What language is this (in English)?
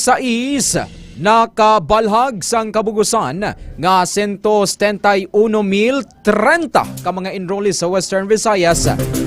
Hiligaynon